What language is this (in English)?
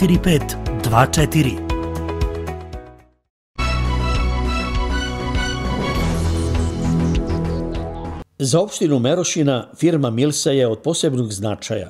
Serbian